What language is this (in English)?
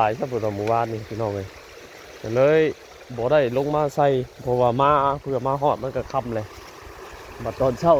Northeastern Thai